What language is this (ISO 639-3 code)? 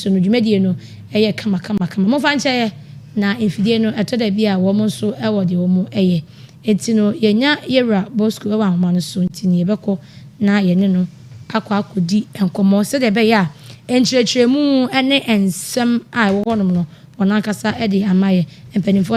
aka